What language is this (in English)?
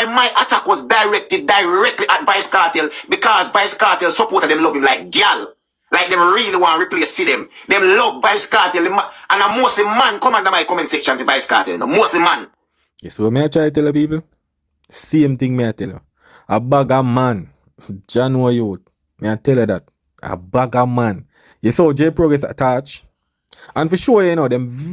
Jamaican Creole English